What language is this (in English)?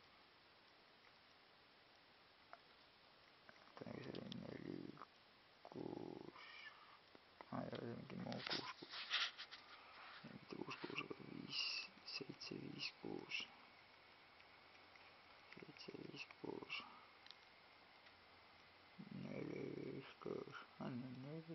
Estonian